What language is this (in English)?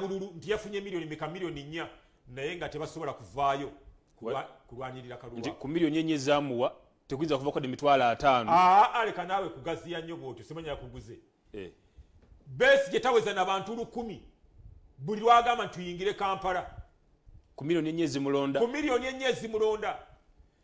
Ganda